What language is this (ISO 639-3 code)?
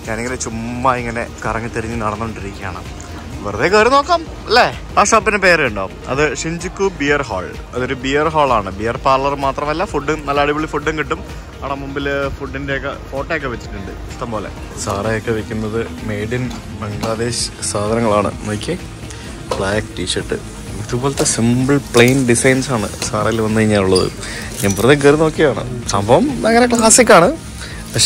mal